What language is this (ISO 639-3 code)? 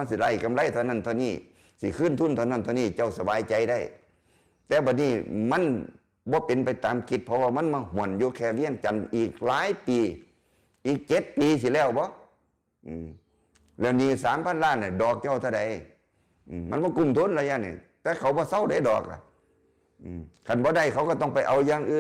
tts